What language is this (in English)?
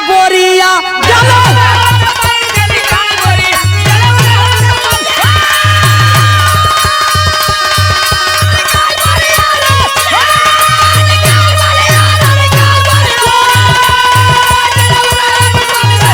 Bhojpuri